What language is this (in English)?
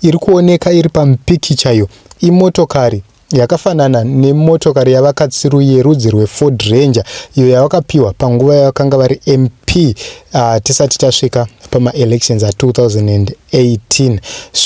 Shona